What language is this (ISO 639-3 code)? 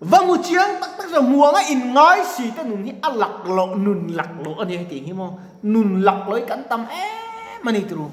lus